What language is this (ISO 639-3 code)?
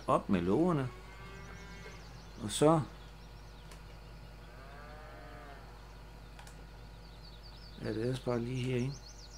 dan